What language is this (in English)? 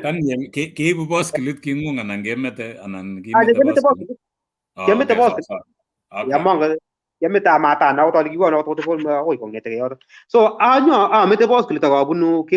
Kalenjin